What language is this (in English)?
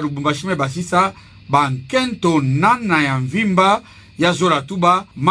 Kituba (Democratic Republic of Congo)